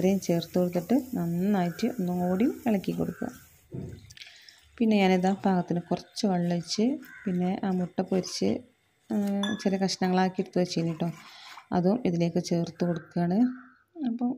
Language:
Malayalam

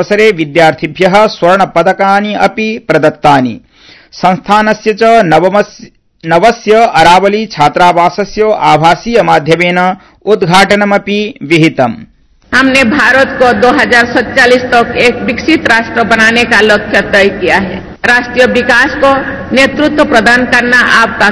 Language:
Sanskrit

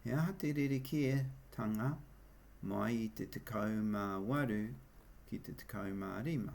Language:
Māori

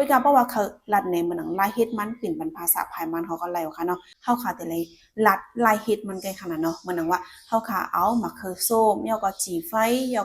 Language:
Shan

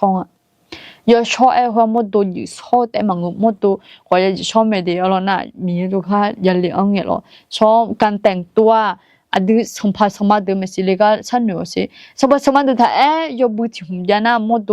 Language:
Akha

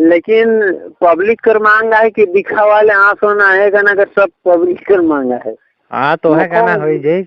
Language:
Sadri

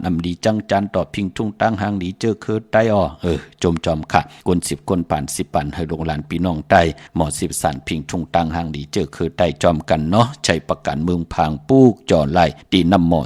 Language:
Shan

